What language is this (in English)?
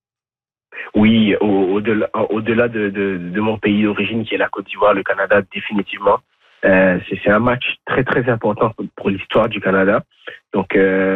French